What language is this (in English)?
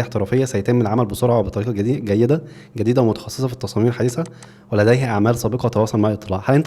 Egyptian Arabic